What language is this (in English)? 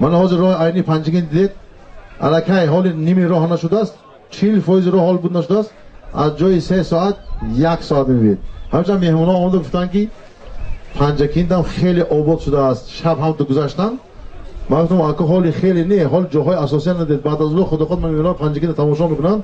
Tajik